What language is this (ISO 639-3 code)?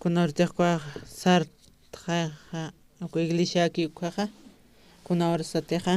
aym